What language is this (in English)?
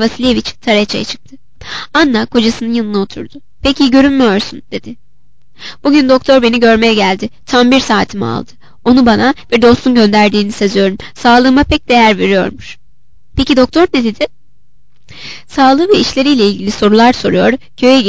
Turkish